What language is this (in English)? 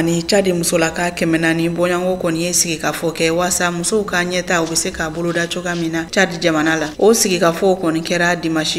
Bambara